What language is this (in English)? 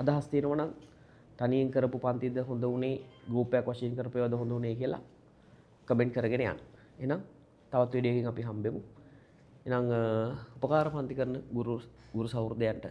Sinhala